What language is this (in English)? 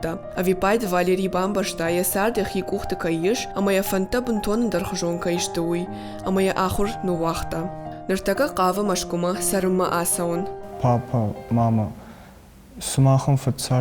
Ossetic